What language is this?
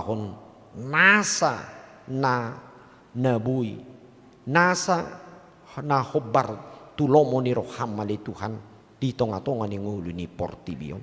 Batak Toba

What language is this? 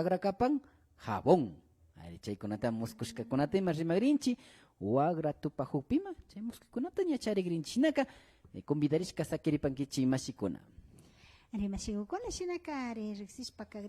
Imbabura Highland Quichua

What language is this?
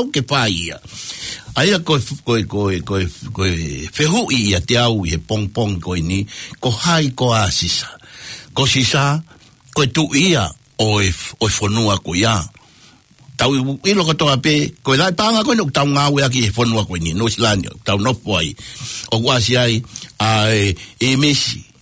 Tongan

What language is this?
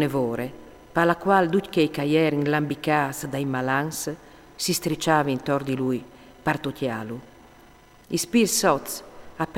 Friulian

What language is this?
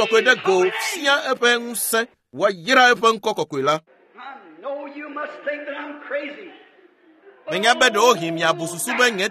Ewe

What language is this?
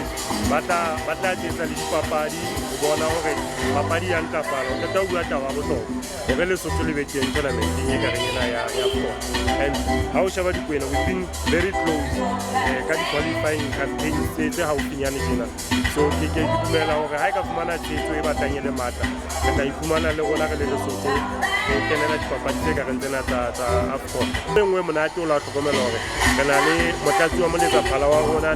Southern Sotho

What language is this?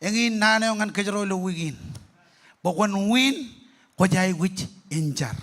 Marshallese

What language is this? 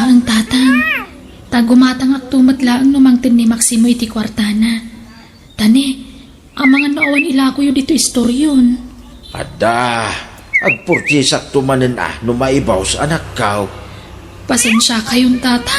Iloko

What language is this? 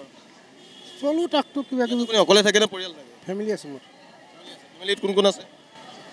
Assamese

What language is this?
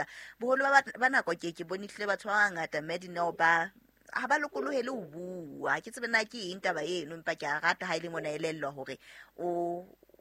Southern Sotho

